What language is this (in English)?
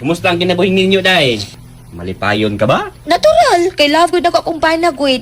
Cebuano